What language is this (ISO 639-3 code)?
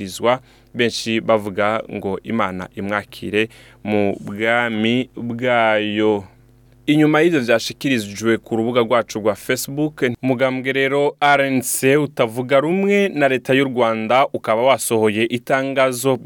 run